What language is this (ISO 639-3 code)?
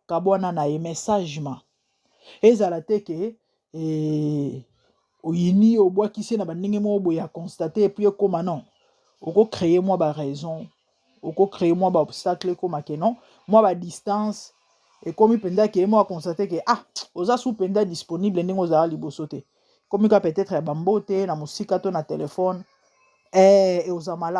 lin